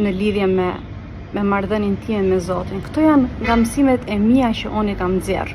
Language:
Albanian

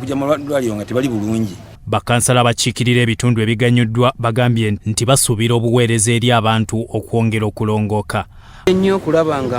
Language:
Ganda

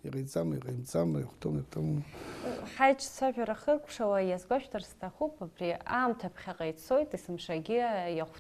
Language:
Abkhazian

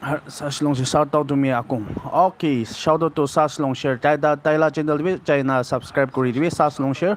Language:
Naga Pidgin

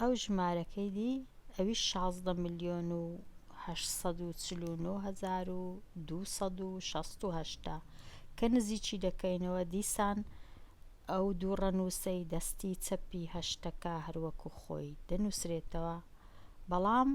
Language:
Central Kurdish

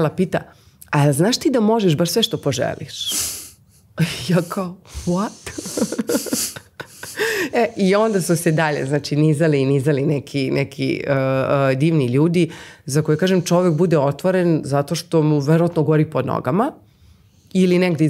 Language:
Serbian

